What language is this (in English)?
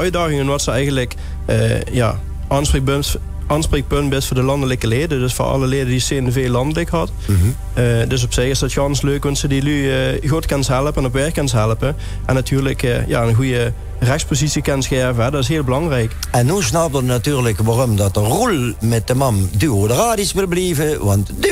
Limburgish